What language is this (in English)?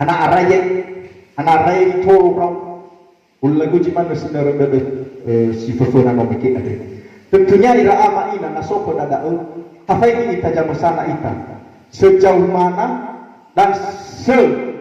Nias